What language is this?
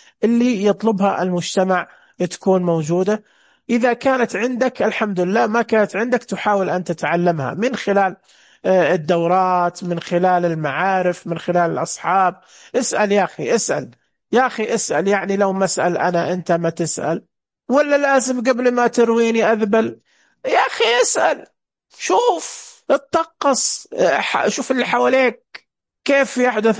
Najdi Arabic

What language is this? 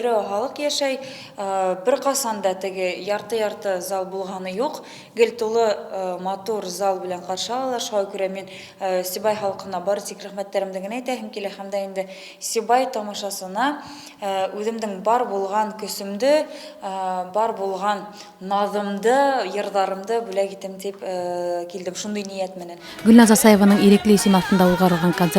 Bashkir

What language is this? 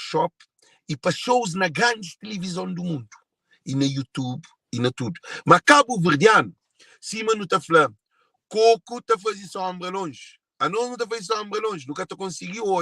Kabuverdianu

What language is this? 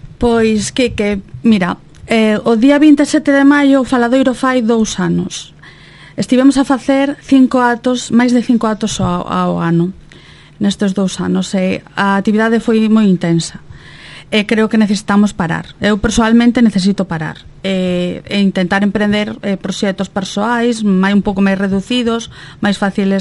Galician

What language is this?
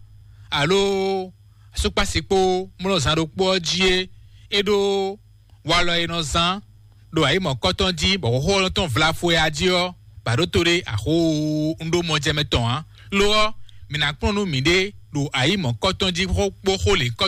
Fon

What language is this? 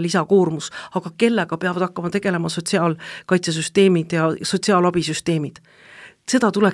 Estonian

